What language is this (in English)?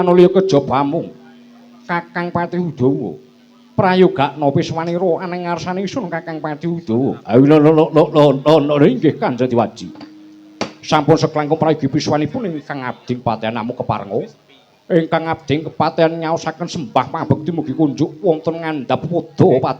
Javanese